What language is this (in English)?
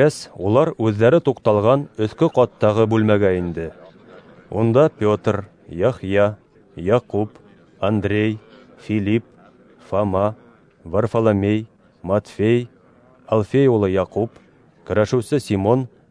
Bashkir